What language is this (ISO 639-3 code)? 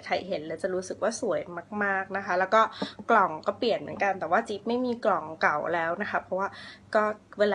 tha